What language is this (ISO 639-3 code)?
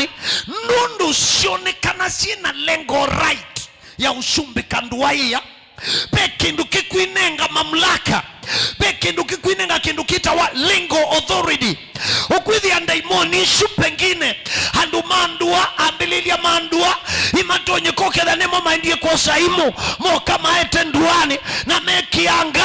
kam